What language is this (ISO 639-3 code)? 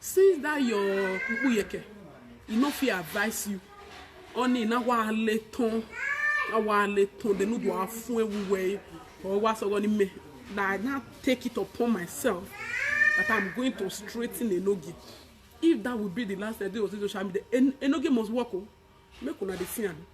pcm